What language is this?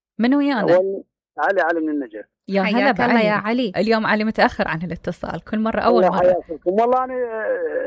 Mesopotamian Arabic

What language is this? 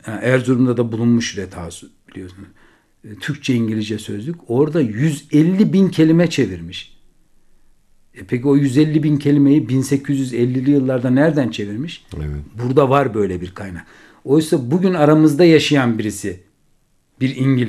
Turkish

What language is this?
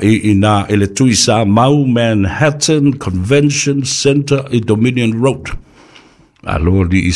Samoan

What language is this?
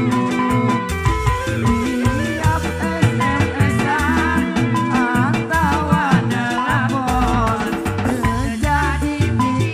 Indonesian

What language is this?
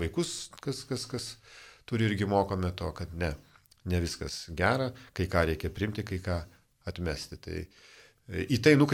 Lithuanian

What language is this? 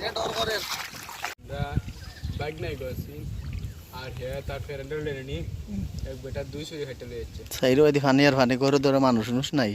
Sylheti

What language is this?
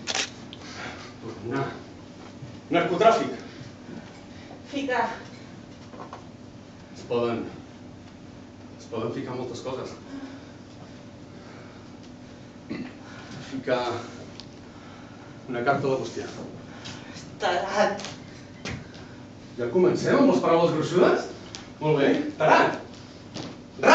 Catalan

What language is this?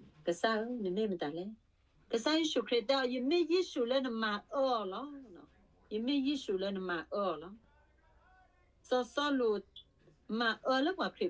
S'gaw Karen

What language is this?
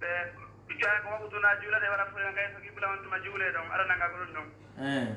Fula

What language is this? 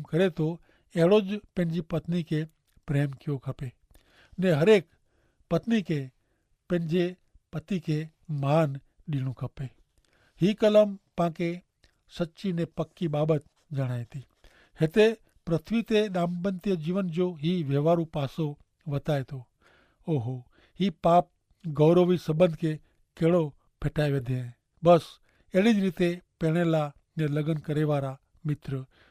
Kachhi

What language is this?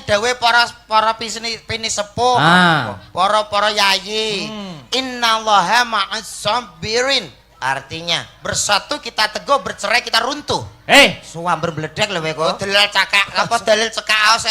Javanese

